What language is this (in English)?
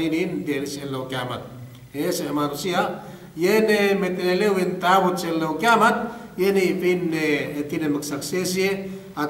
Yakan